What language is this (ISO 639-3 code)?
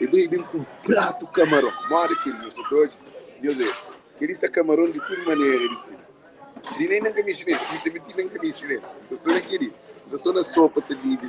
kea